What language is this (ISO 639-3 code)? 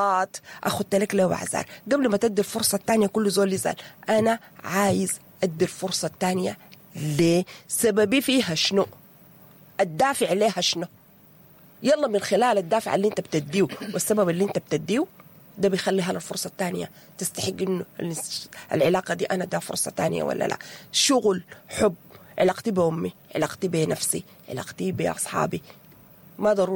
apd